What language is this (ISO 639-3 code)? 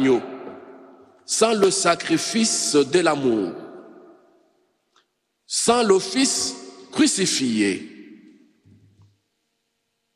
fra